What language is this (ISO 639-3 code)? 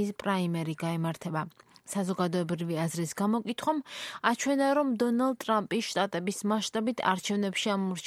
kat